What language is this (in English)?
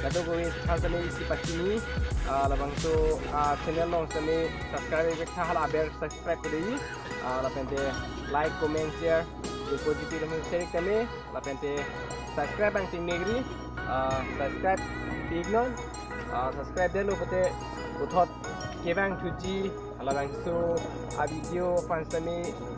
Karbi